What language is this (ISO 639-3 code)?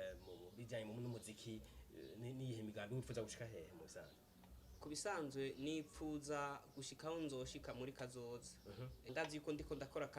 run